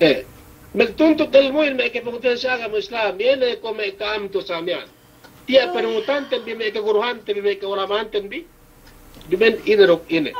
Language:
Yakan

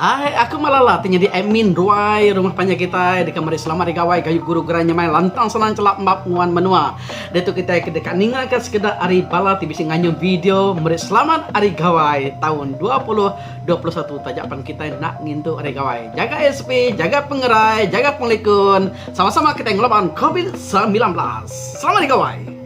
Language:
Iban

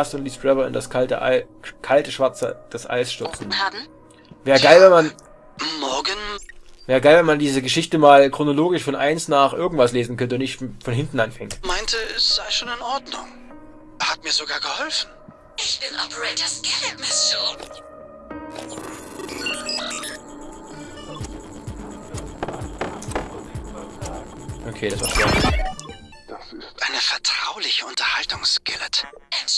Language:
German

